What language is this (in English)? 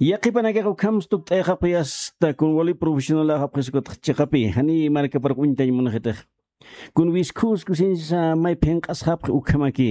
Aymara